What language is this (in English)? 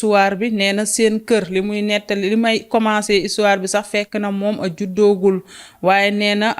Wolof